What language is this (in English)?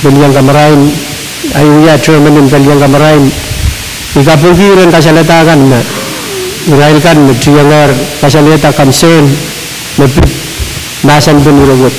Pohnpeian